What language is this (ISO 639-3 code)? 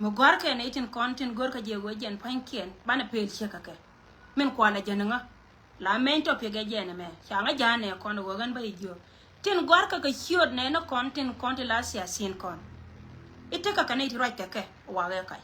nus